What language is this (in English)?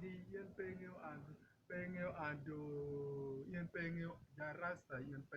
Acoli